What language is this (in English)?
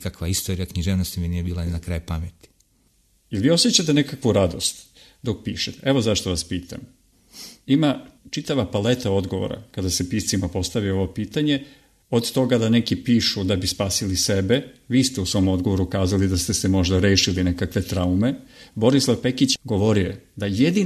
Serbian